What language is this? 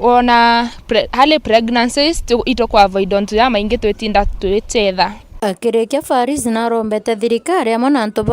Meru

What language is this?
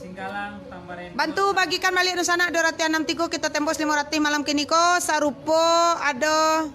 Minangkabau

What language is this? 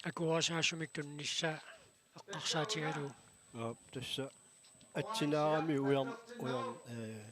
Kalaallisut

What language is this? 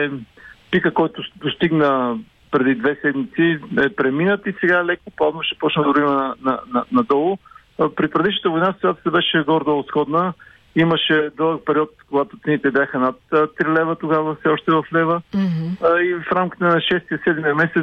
Bulgarian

